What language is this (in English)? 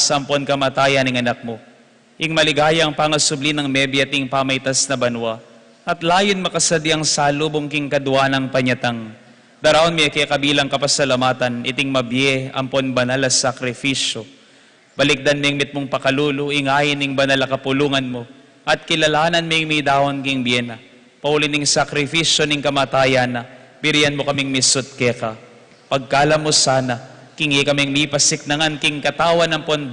Pampanga